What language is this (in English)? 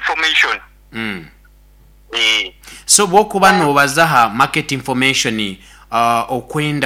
Nyoro